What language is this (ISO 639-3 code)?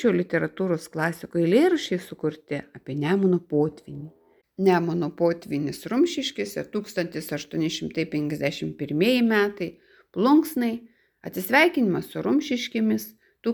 lit